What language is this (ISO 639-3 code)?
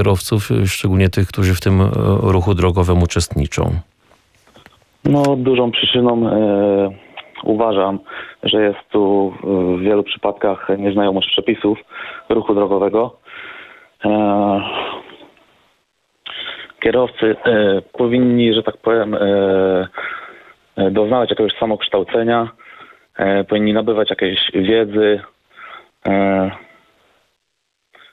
pol